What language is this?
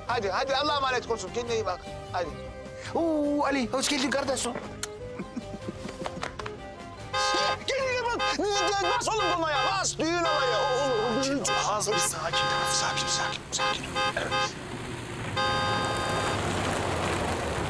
Turkish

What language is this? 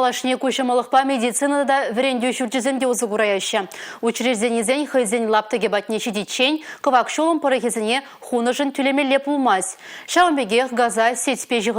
Chuvash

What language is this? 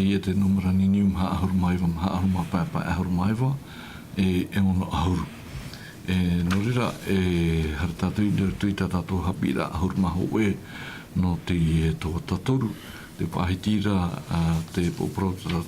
Tahitian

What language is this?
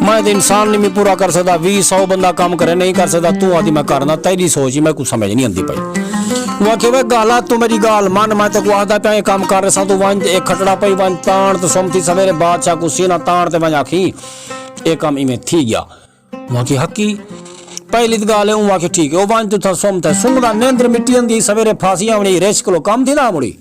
Saraiki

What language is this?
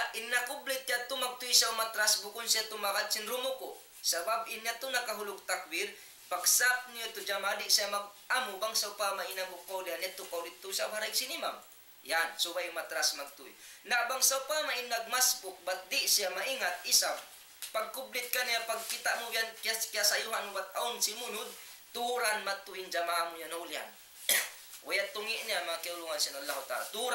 Tausug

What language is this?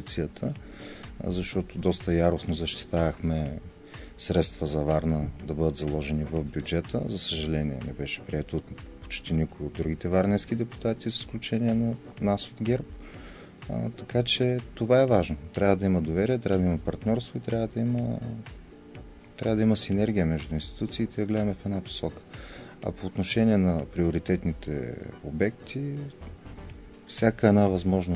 Bulgarian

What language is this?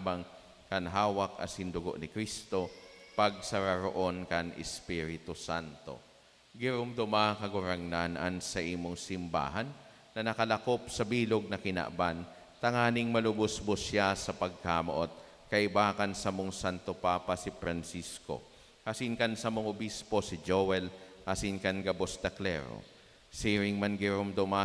Bikol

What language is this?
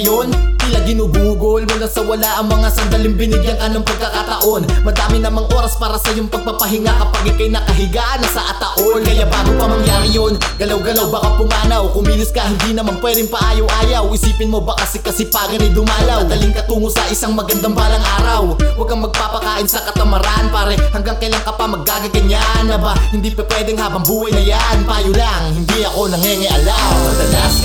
Filipino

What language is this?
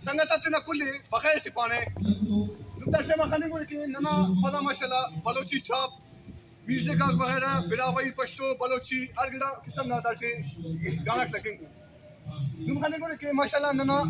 Brahui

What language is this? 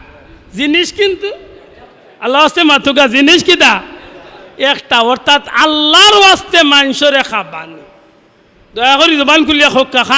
Sylheti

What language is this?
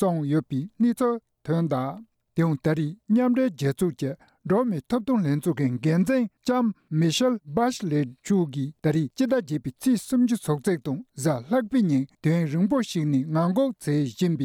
Tibetan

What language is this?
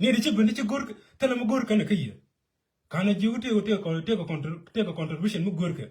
Nuer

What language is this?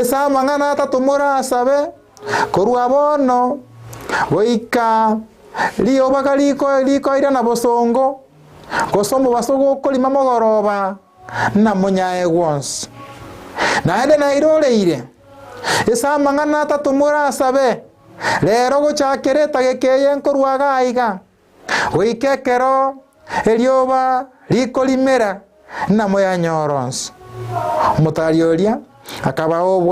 Gusii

